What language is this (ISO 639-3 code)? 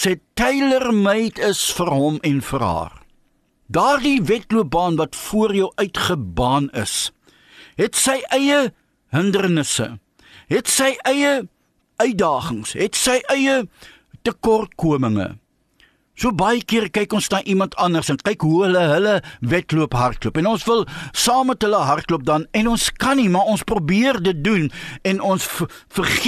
afr